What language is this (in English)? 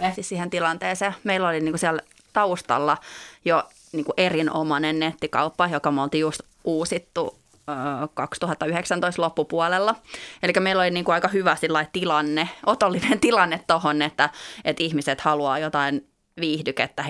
Finnish